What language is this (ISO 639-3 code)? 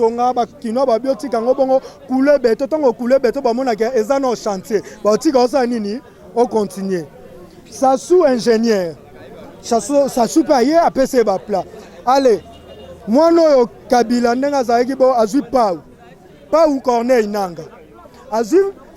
lin